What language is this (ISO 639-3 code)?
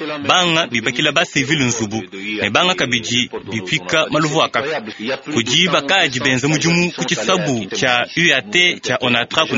lua